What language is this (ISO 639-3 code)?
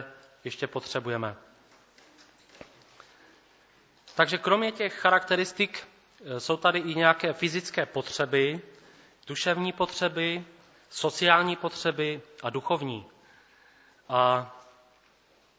ces